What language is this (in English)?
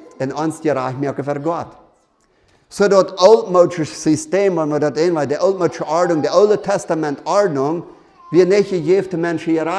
Plautdietsch